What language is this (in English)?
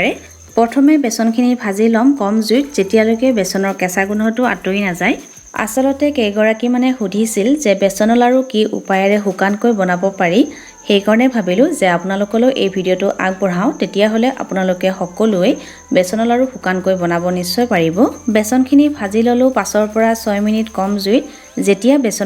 Assamese